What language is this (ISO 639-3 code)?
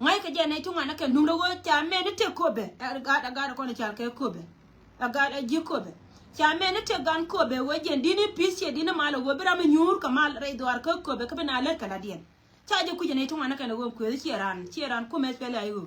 nus